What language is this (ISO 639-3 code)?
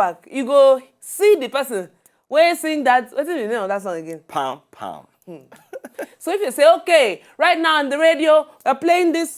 pcm